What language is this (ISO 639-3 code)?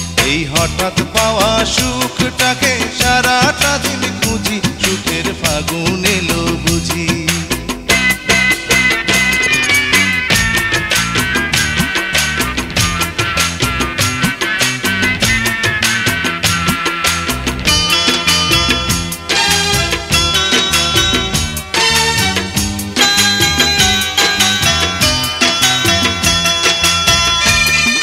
ben